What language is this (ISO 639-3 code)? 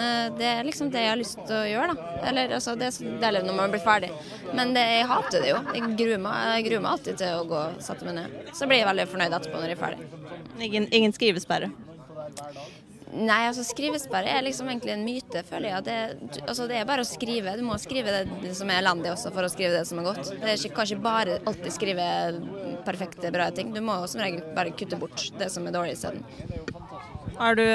nor